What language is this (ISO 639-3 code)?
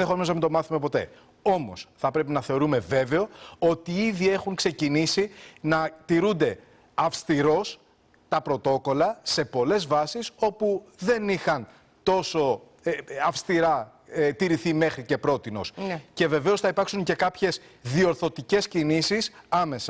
ell